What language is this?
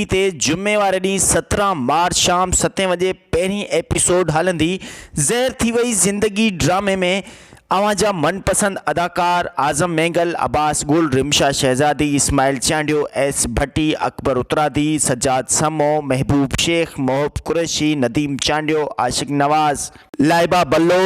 Sindhi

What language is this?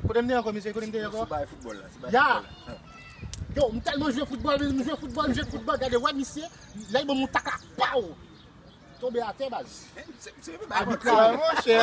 Haitian Creole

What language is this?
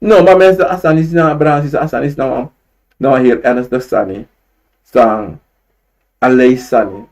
Sranan Tongo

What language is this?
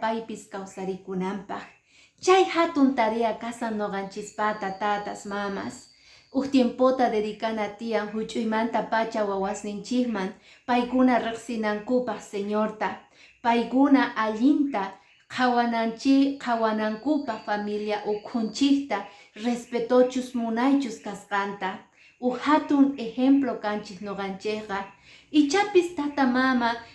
Quechua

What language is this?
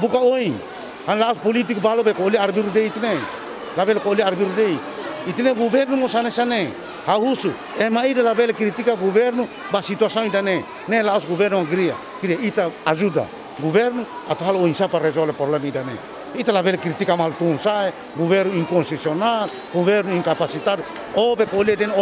Tetum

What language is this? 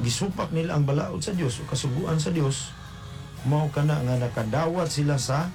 Cebuano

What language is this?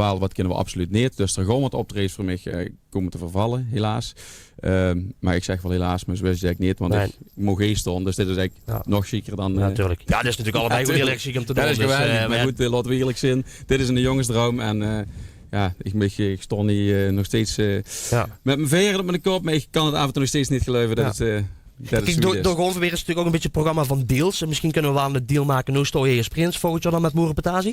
Limburgish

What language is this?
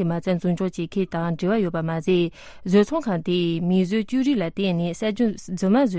Tibetan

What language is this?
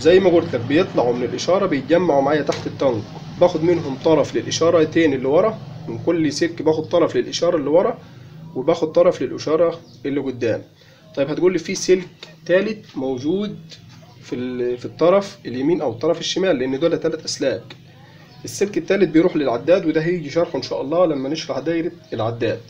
Egyptian Arabic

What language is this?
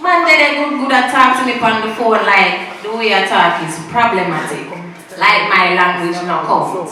Jamaican Creole English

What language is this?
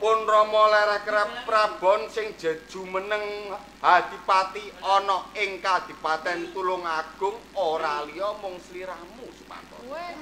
Javanese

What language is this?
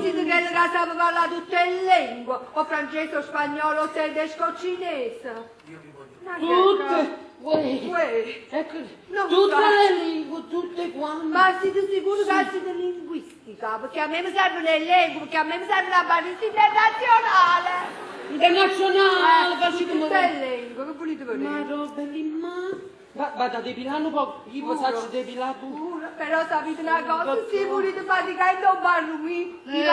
Neapolitan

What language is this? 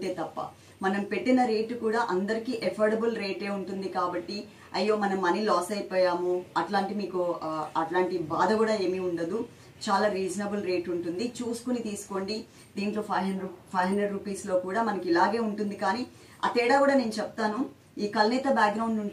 Telugu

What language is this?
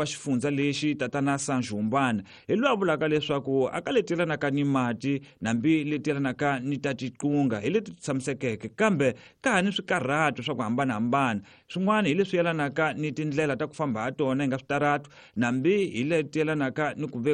Tsonga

